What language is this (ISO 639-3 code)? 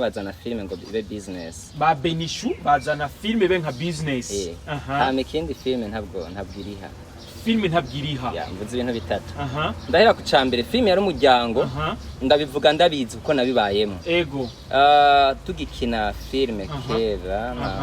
run